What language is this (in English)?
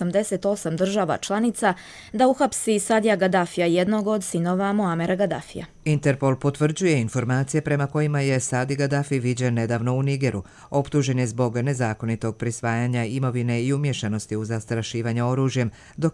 Croatian